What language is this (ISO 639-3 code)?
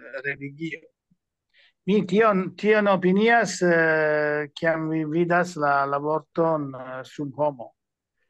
epo